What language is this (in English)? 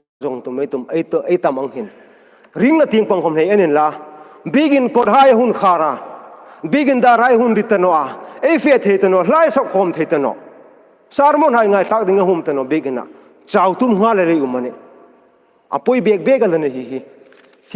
Hmar